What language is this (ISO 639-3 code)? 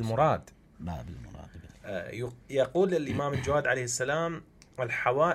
acm